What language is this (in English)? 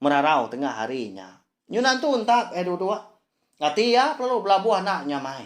Iban